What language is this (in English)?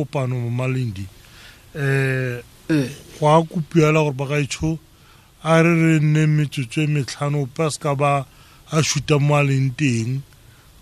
Tswana